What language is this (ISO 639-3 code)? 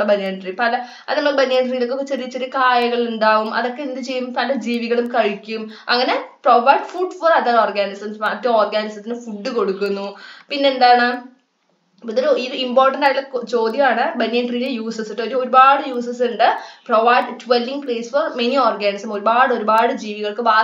mal